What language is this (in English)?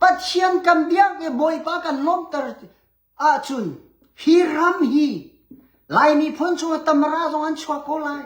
Hakha Chin